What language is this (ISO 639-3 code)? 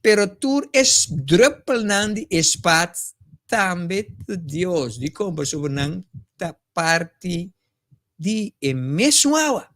pap